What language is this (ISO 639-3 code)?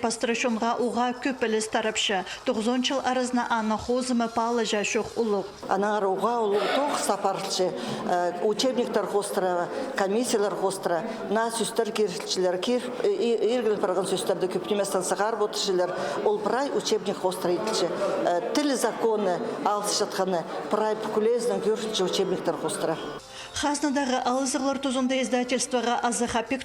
kjh